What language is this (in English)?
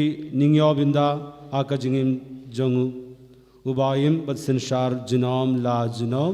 Khasi